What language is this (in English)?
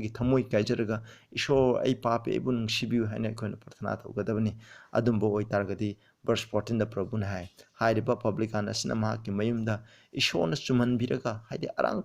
Manipuri